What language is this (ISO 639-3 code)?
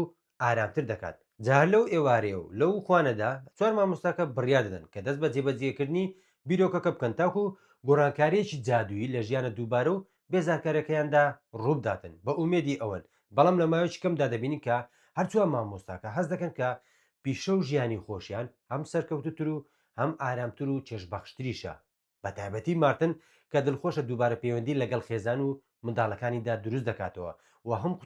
ckb